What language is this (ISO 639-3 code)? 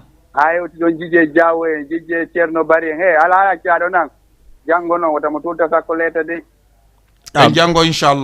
ful